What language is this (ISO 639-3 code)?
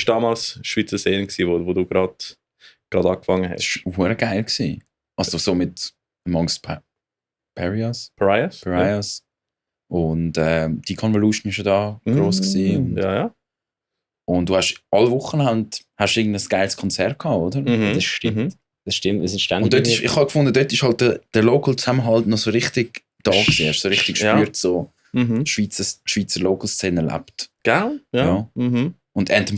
gsw